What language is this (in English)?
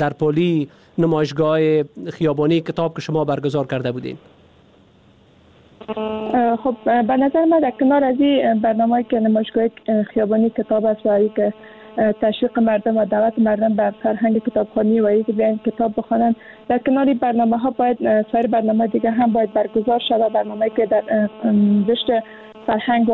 Persian